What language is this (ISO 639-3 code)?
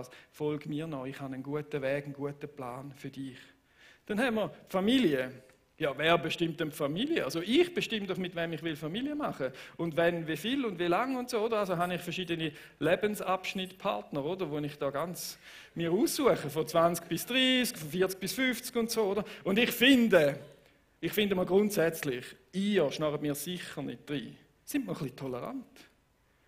gsw